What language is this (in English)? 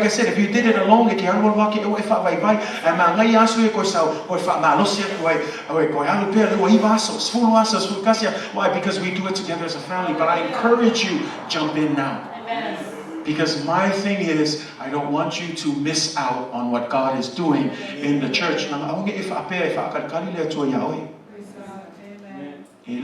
Samoan